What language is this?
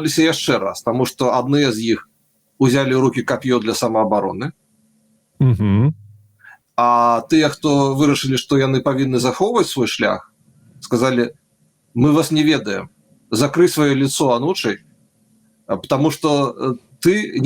Belarusian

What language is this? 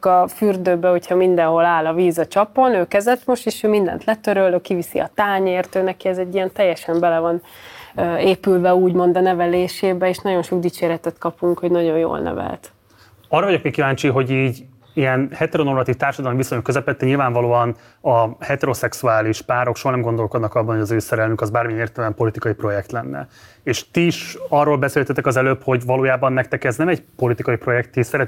Hungarian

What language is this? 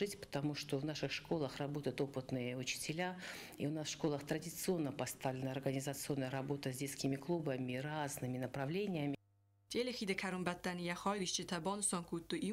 Ossetic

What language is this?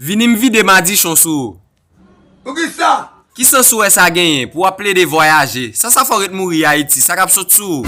Haitian Creole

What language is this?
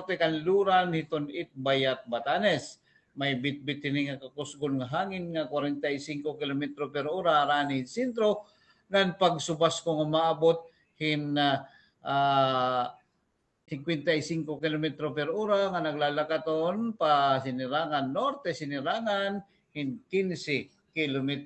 Waray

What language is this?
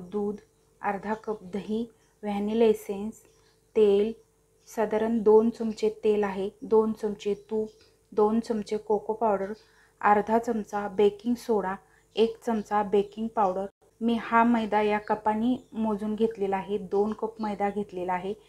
Marathi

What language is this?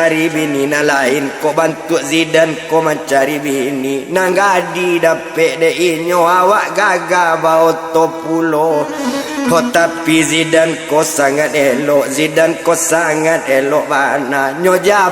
Minangkabau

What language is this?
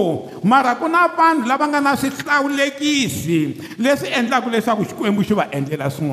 Tsonga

